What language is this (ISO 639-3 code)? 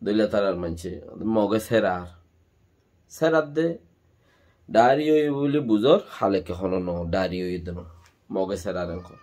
rhg